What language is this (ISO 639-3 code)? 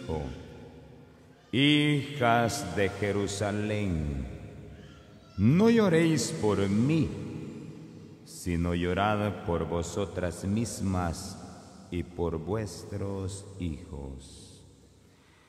spa